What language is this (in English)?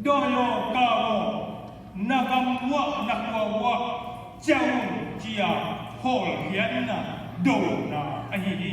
Tedim Chin